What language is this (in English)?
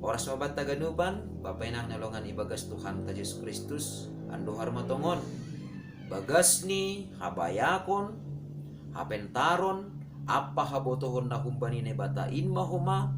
Batak Simalungun